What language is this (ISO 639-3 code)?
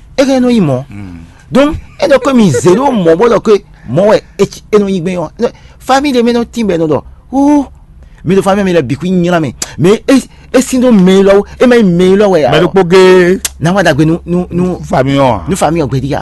fon